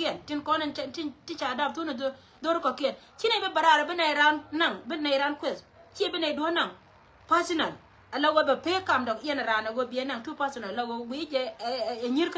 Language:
Nuer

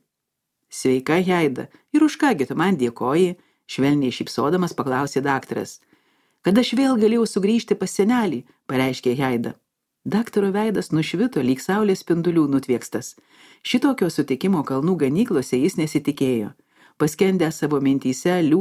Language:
Lithuanian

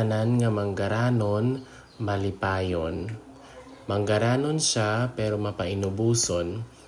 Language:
Hiligaynon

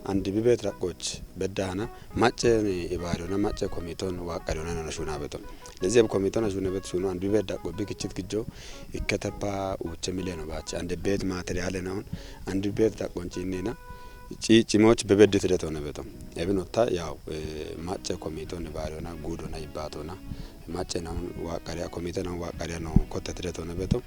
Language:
Kafa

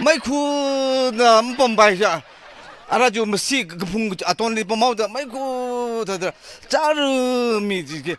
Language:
Tangkhul Naga (India)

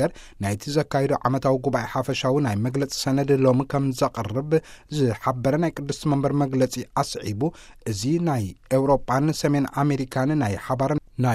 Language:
Tigrinya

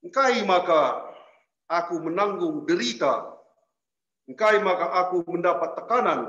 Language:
Batak Karo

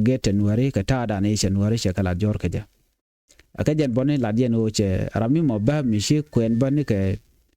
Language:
Nuer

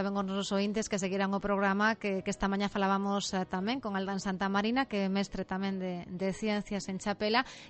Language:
Galician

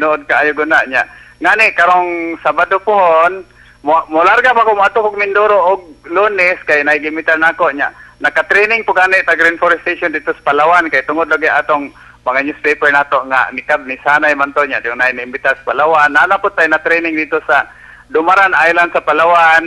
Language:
Cebuano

